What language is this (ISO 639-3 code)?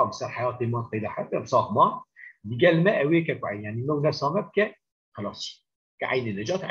kur